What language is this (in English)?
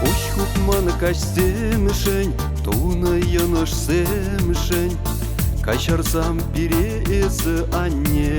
Chuvash